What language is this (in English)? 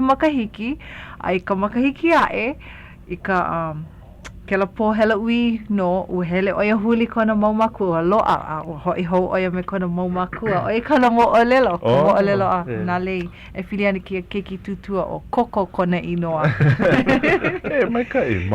Hawaiian